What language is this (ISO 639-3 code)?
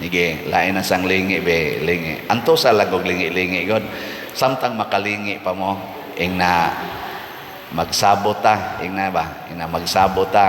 ceb